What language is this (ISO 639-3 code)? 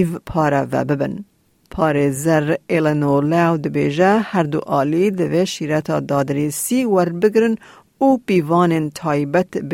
kur